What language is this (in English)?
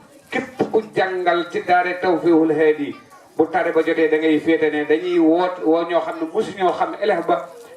Wolof